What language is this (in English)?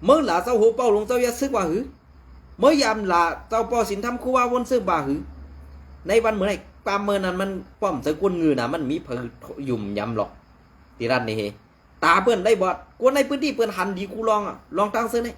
Shan